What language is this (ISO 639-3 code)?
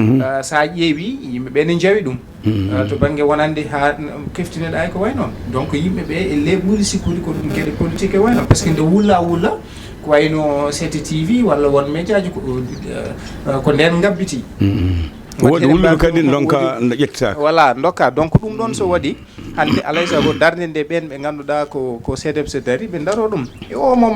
ful